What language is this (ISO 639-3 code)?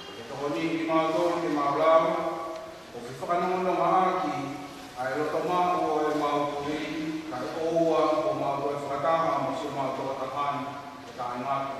ton